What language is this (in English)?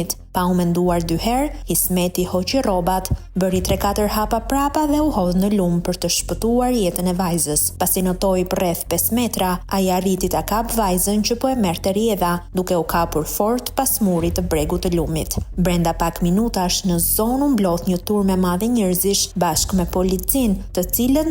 Albanian